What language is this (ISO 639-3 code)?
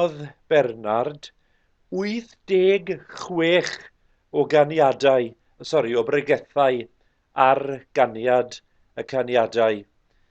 cym